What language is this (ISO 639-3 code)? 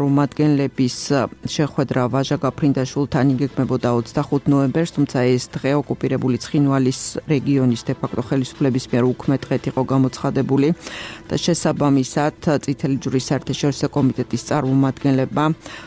kat